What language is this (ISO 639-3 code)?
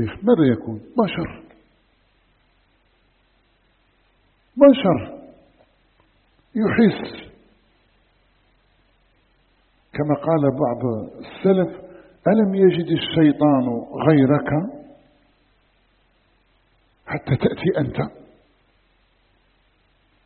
ara